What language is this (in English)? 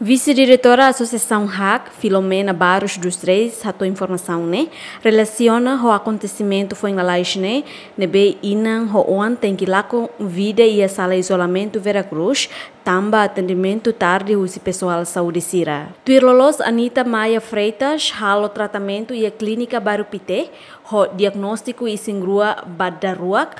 Tetum